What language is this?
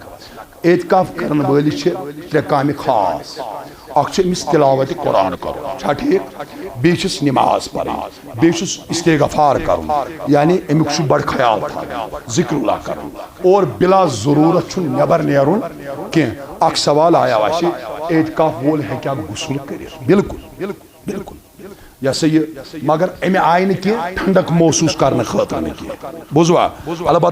Kashmiri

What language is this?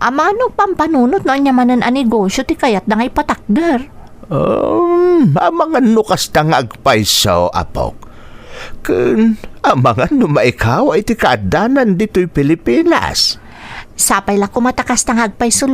Iloko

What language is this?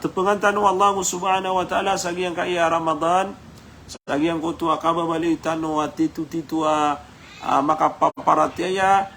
Maranao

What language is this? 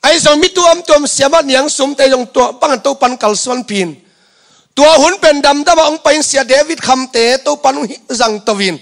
Tedim Chin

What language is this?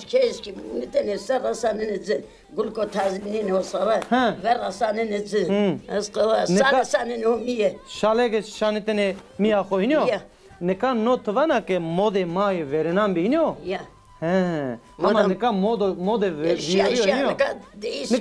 Zaza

